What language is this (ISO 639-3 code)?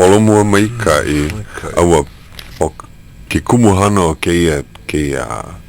haw